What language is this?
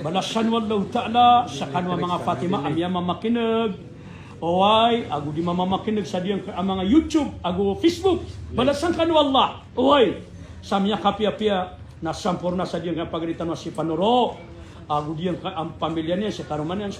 Maranao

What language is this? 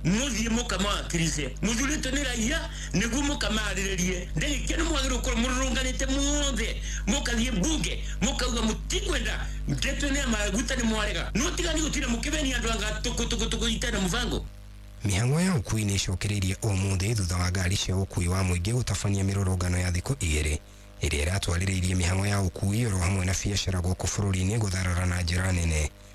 Kikuyu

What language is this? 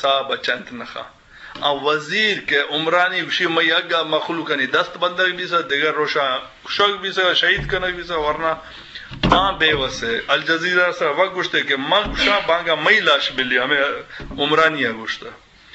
Eastern Balochi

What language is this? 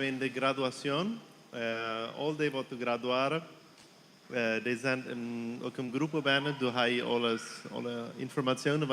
Plautdietsch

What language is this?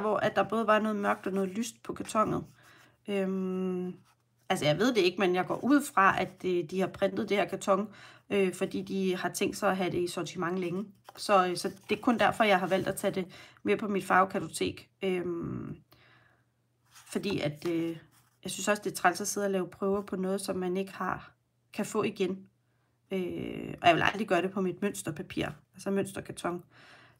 Danish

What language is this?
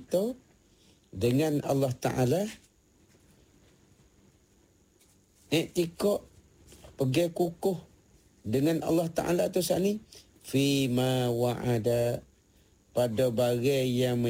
Malay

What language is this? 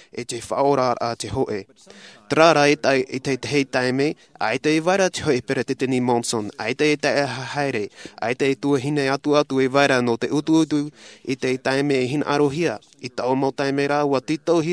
Tahitian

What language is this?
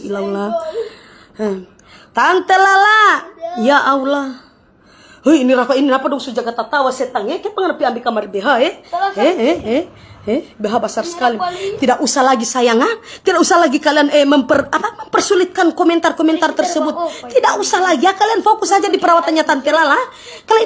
Manado Malay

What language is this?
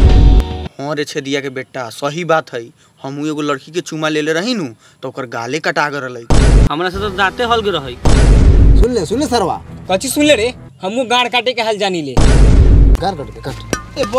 Bhojpuri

